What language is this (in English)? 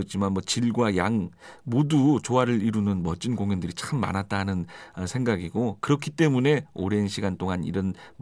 Korean